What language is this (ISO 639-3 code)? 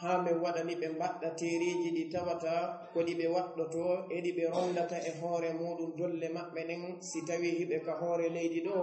ful